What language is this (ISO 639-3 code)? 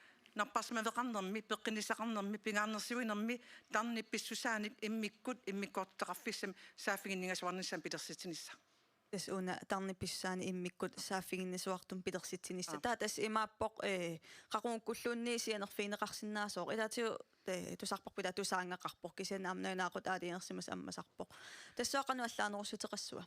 kal